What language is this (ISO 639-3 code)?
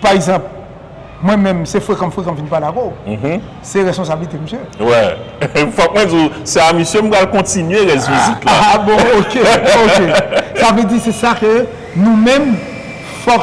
hat